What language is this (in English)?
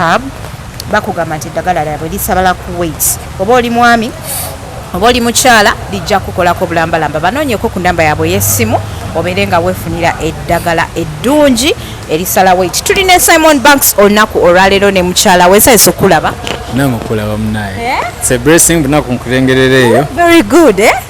Ganda